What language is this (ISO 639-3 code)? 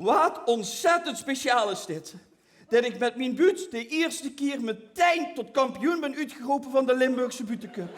lim